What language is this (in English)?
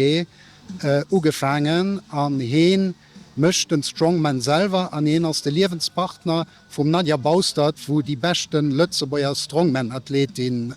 Luxembourgish